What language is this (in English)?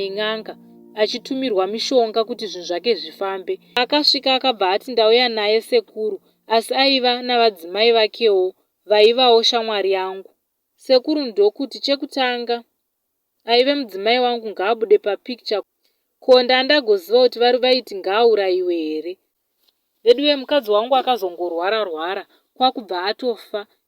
Shona